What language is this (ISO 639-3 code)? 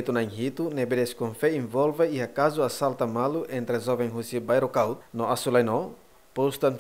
tet